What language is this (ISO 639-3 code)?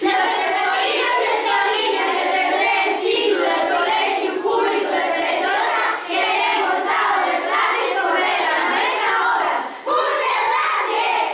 ast